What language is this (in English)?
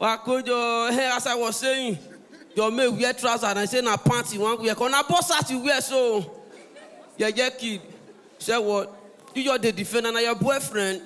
Nigerian Pidgin